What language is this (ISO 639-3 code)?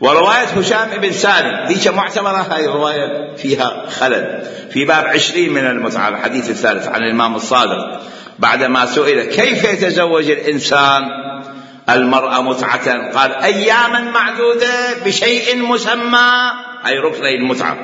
acm